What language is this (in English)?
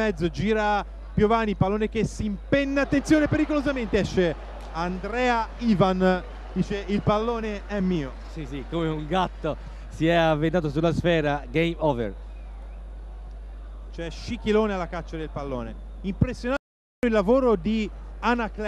Italian